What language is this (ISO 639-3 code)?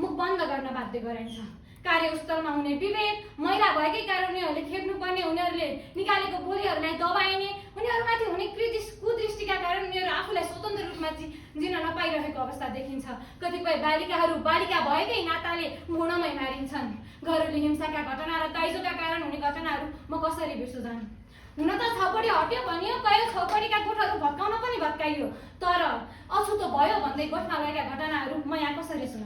nep